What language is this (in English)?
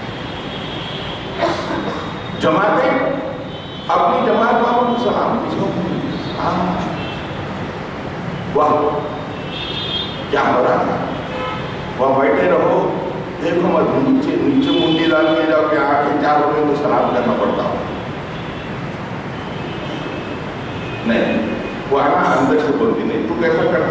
Urdu